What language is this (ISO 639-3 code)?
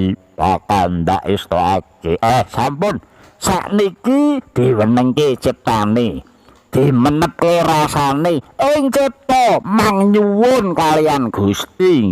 jav